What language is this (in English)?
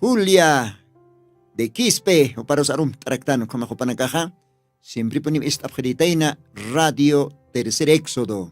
Aymara